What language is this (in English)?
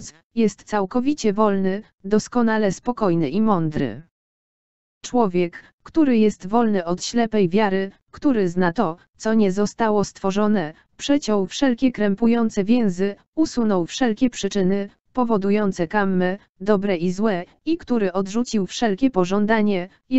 Polish